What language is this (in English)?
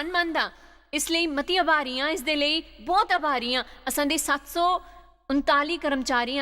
Dogri